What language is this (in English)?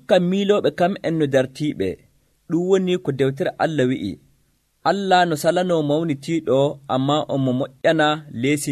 Nigerian Fulfulde